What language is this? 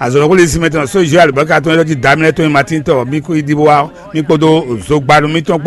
Fon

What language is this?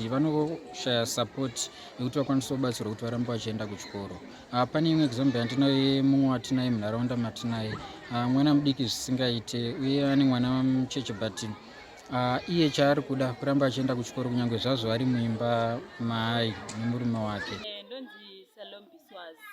Shona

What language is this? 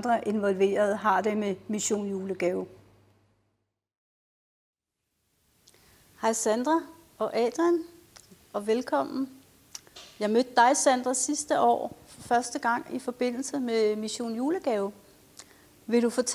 Danish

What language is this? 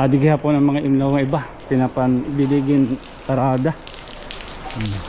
Waray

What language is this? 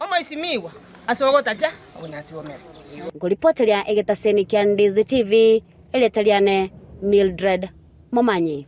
Gusii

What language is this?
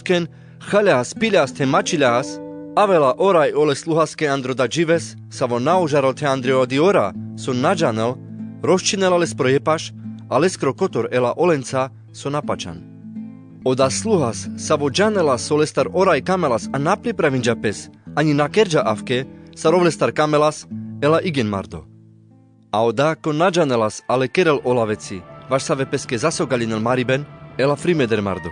Carpathian Romani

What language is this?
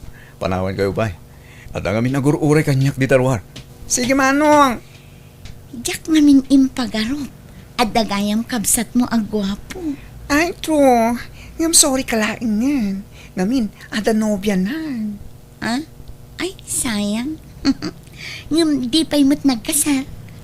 Iloko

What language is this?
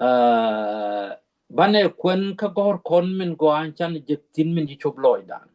Nuer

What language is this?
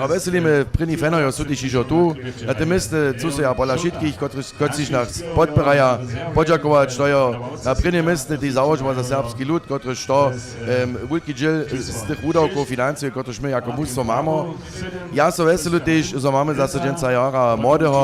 Upper Sorbian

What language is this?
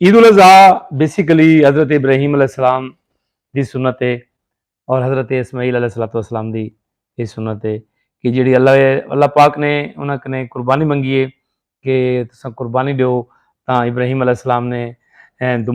Saraiki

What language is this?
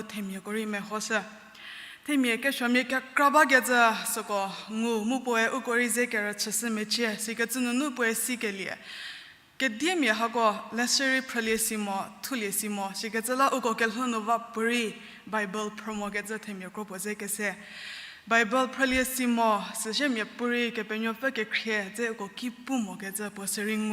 Angami Naga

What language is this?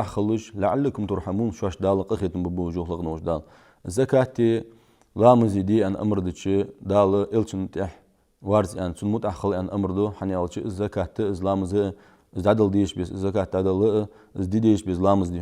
Ingush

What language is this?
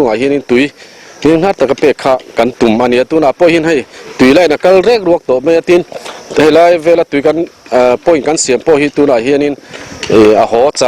Mizo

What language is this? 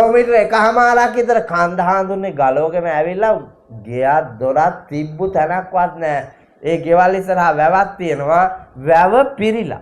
Sinhala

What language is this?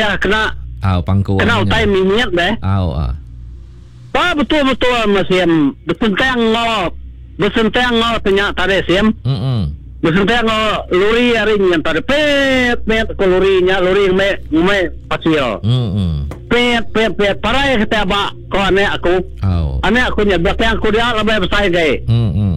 Iban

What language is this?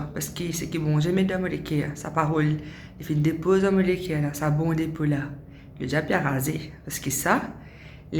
Morisyen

